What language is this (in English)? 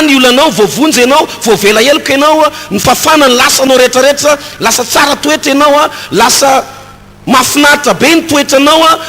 Malagasy